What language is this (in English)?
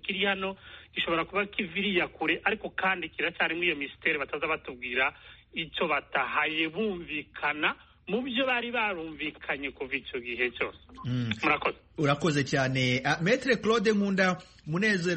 Kinyarwanda